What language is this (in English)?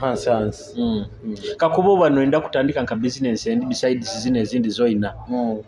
Nyoro